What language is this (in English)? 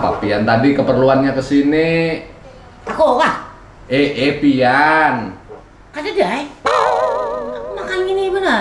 Banjar